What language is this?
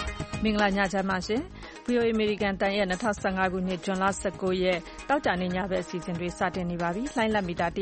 Burmese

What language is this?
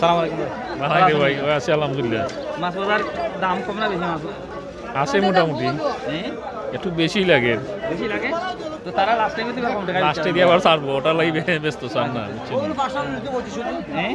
Sylheti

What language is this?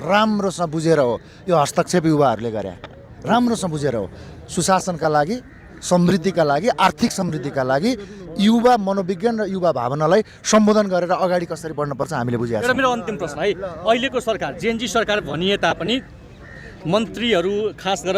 Nepali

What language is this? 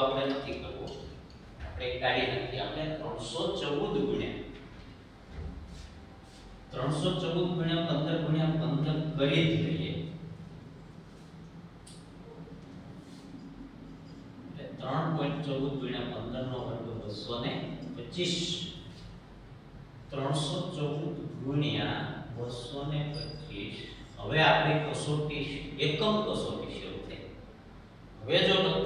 Gujarati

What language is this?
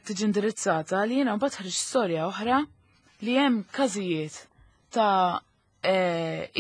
Maltese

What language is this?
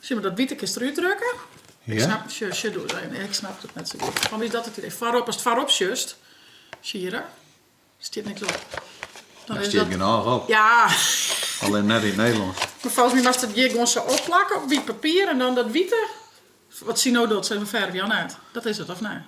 Western Frisian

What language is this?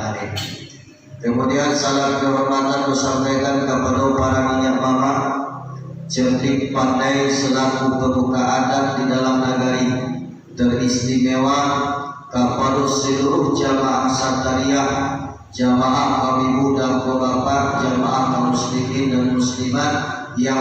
Minangkabau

